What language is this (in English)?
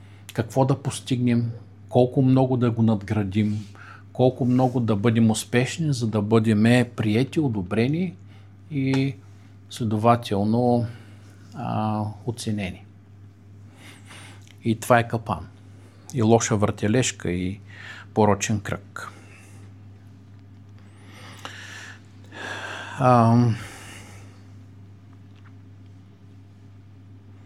Bulgarian